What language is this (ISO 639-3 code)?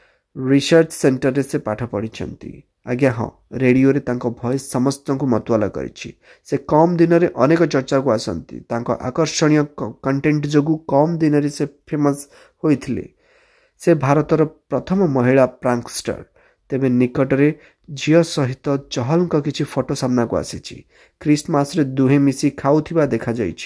ori